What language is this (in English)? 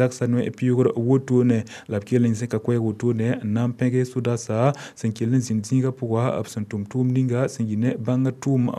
Mossi